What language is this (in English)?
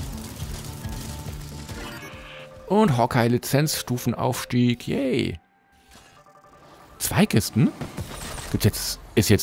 German